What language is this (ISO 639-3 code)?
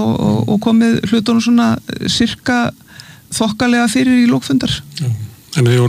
isl